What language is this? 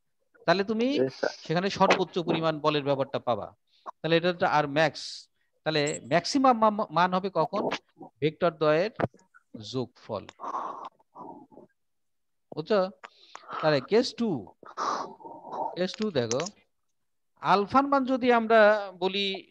Bangla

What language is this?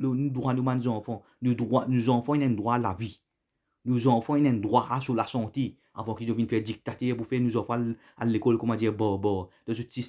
Morisyen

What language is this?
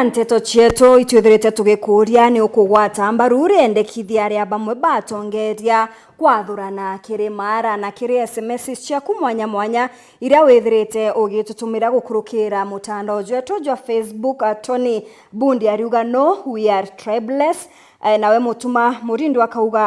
Meru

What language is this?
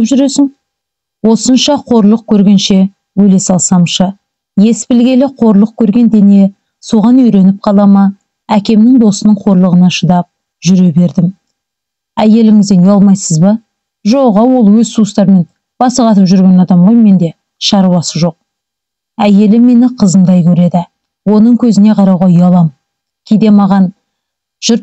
Kazakh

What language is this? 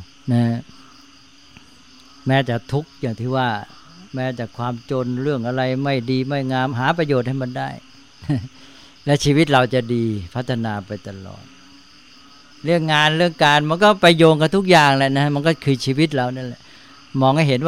Thai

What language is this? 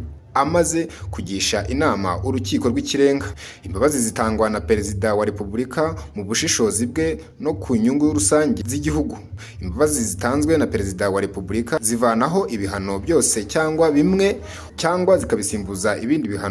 Kinyarwanda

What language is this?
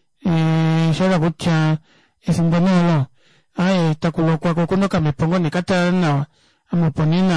Kuanyama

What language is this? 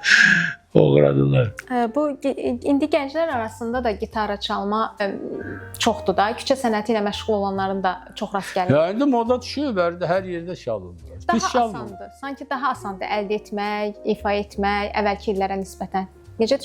Azerbaijani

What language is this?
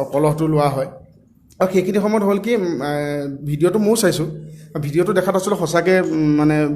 Assamese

